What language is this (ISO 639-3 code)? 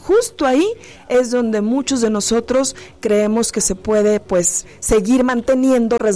spa